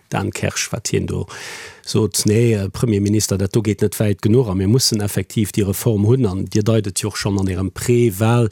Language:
Luxembourgish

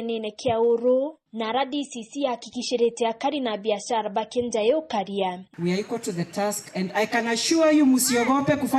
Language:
Meru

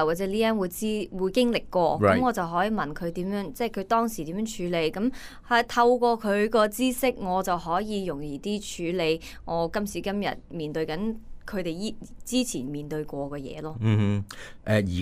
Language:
Cantonese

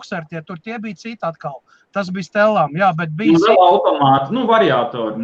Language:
Latvian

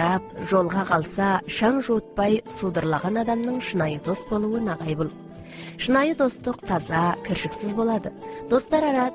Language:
Kazakh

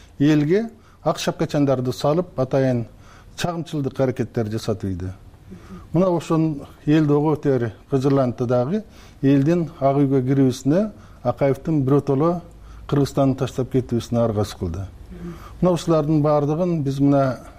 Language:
Kyrgyz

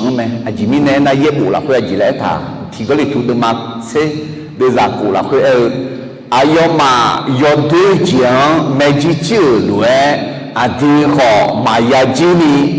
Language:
Akha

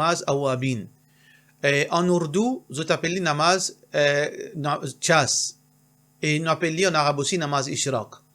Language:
Morisyen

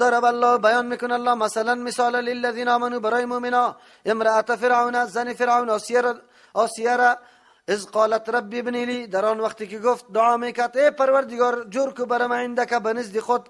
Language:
Persian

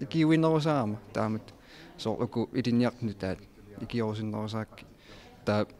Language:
Kalaallisut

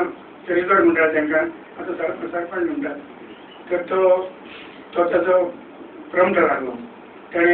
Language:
Konkani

